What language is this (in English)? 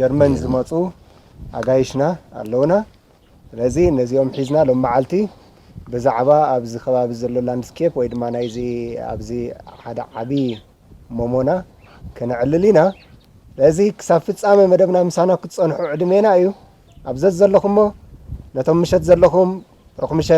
Tigrinya